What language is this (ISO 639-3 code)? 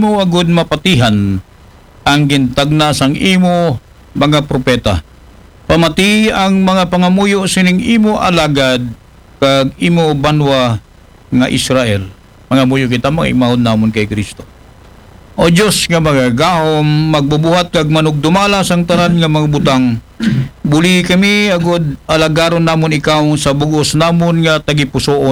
akl